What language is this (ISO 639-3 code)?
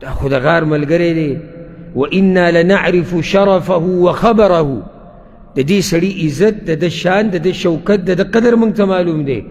pus